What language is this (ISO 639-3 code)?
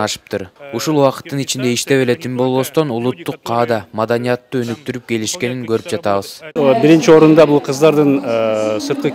kir